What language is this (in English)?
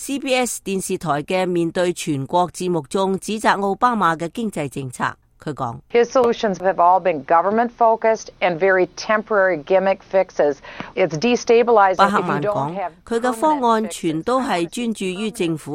Cantonese